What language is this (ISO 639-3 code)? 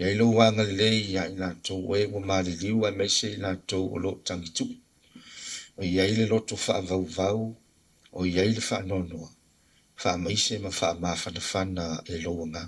smo